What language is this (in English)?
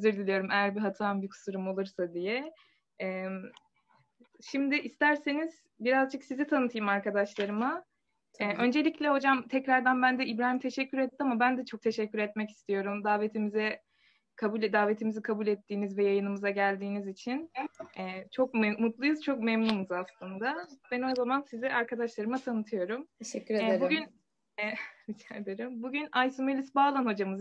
Turkish